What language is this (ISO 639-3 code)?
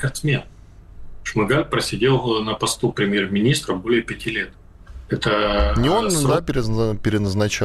rus